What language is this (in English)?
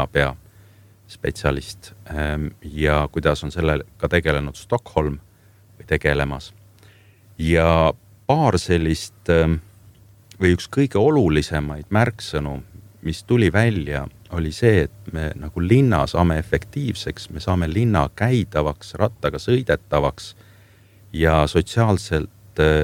Estonian